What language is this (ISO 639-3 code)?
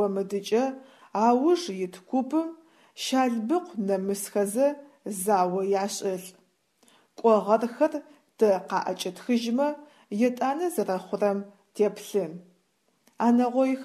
ady